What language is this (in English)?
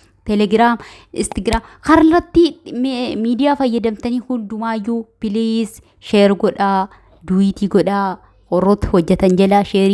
Oromo